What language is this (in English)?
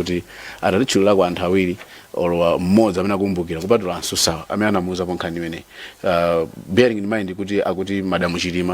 Nyanja